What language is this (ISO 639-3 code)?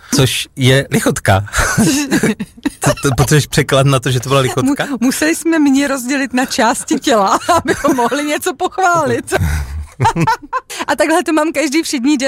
ces